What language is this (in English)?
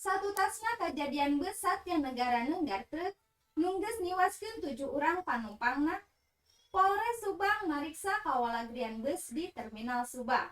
Sundanese